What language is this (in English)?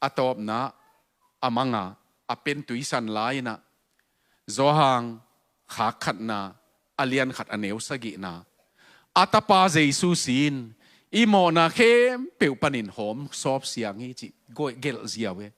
Tedim Chin